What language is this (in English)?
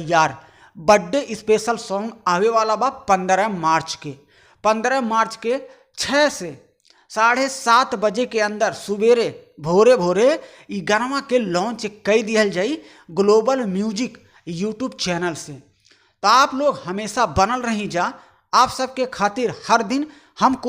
Bhojpuri